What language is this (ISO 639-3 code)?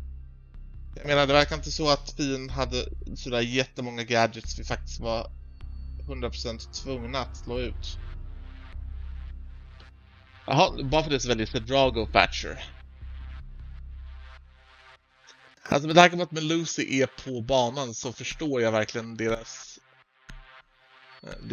swe